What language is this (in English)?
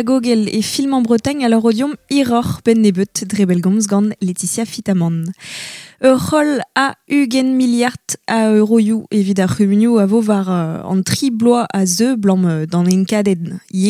Breton